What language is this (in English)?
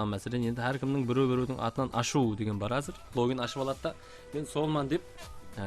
Kara-Kalpak